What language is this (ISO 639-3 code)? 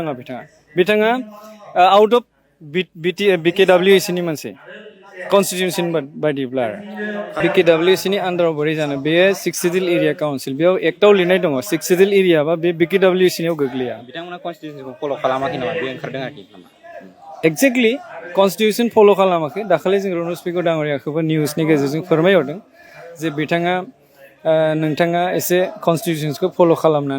brx